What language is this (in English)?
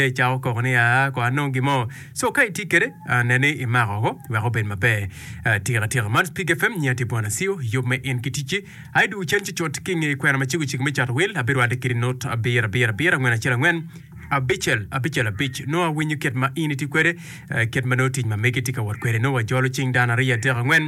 Acoli